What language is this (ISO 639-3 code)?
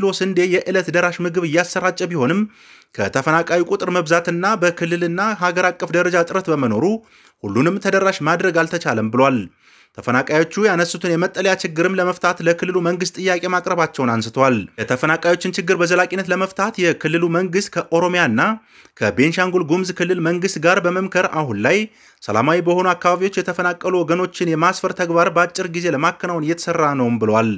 amh